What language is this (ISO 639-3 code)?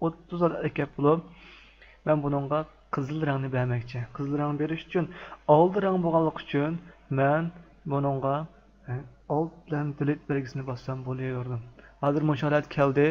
uig